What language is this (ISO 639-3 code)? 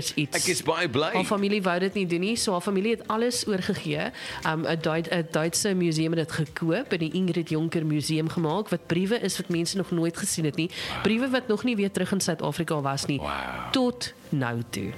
afr